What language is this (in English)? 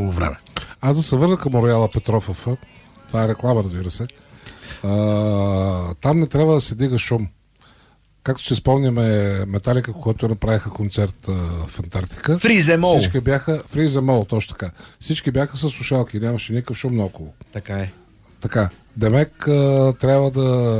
Bulgarian